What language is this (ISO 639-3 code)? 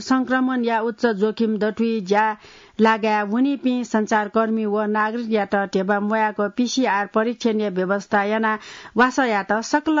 new